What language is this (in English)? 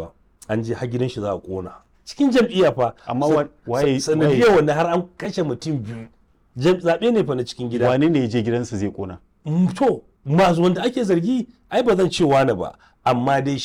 Hausa